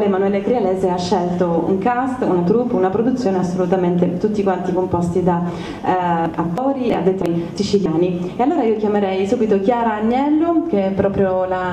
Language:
Italian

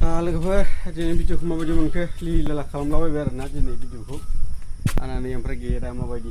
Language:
Bodo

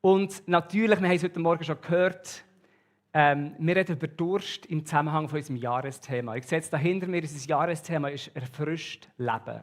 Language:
Swiss German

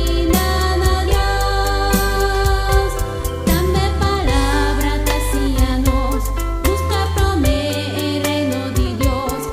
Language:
Papiamento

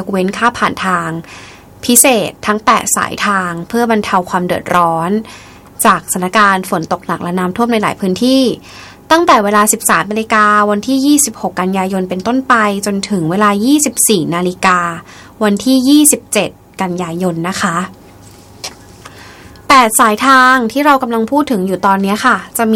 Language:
Thai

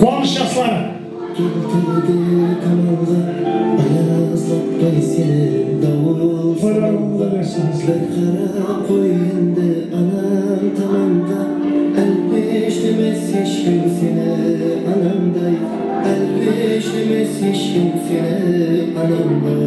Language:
Kara-Kalpak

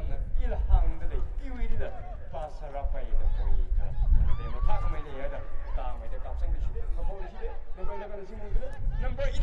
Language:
Tangkhul Naga (India)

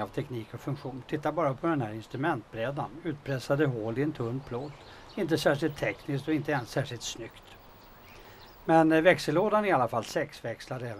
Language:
Swedish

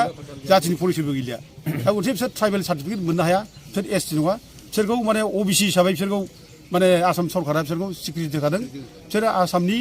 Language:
Bodo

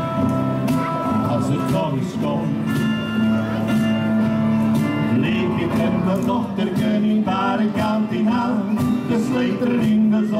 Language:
Dutch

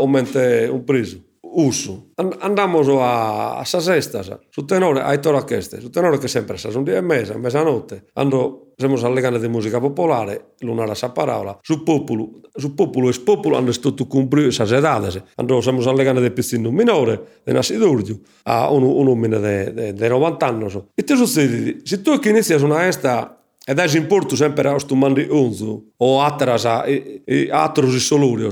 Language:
Sardinian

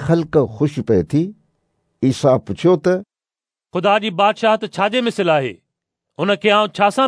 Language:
Sindhi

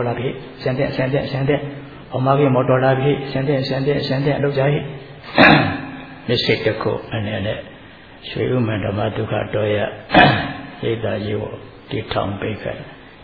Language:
Burmese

